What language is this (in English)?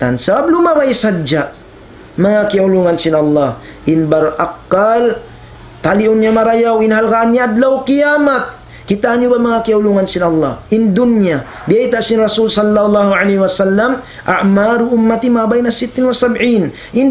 Tausug